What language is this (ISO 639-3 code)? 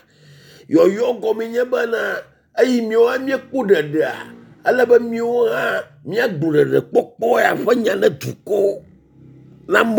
ewe